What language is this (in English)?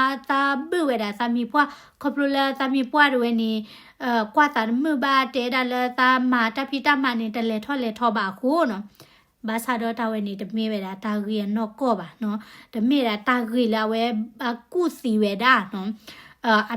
S'gaw Karen